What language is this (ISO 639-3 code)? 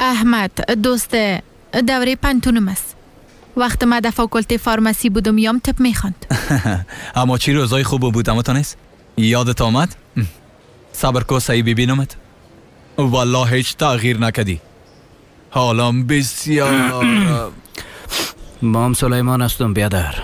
fas